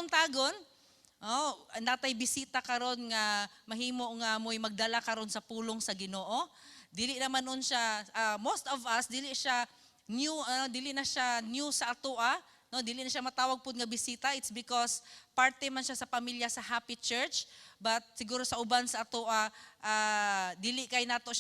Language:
Cebuano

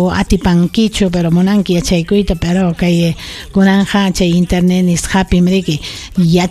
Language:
Ayacucho Quechua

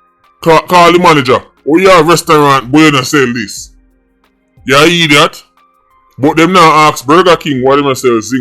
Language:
Jamaican Creole English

